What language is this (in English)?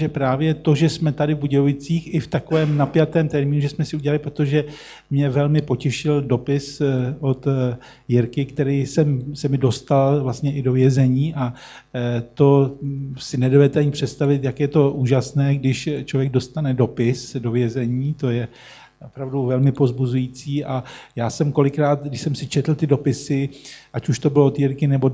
Czech